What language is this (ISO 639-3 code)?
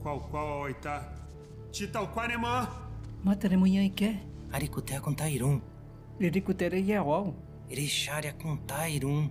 yrl